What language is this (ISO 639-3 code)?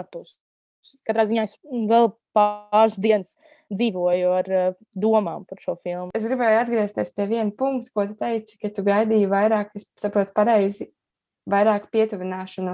lav